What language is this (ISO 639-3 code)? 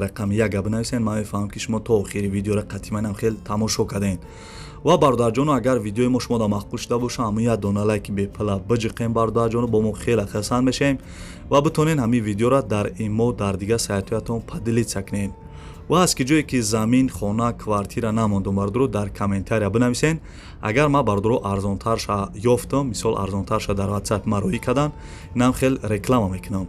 tgk